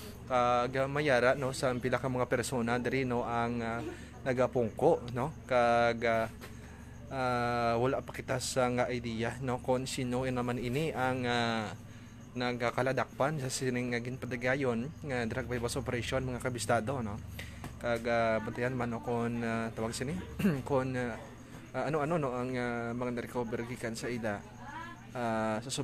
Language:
Hiligaynon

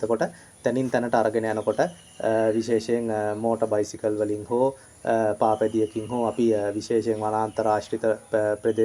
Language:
Sinhala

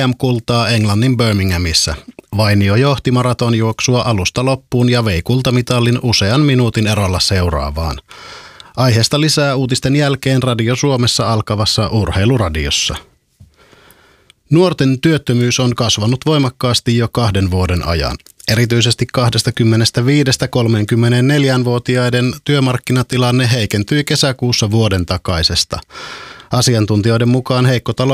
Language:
Finnish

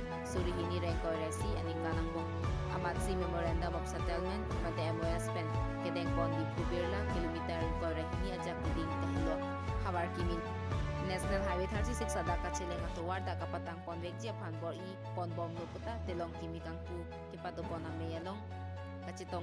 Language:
Karbi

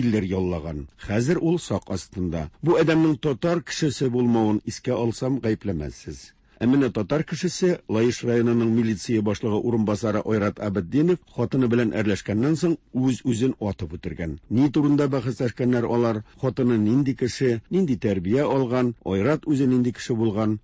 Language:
Tatar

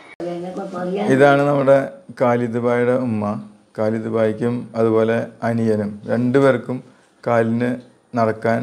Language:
Malayalam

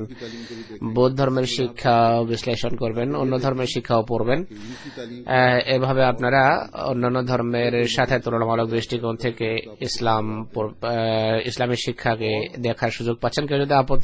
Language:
Bangla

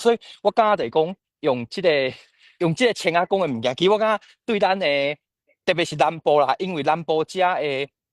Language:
Min Nan Chinese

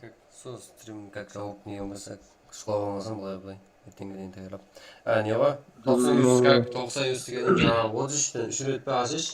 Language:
Kara-Kalpak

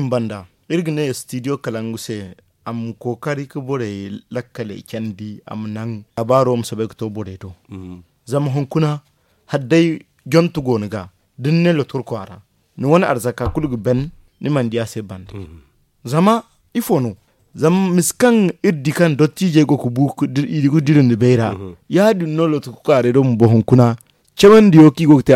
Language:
Zarma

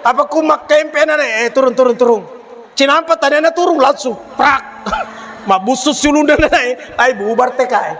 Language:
Buginese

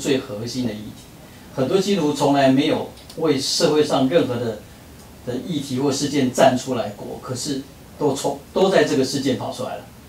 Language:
Chinese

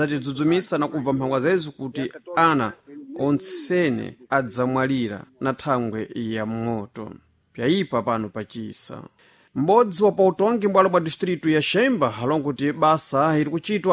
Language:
Sena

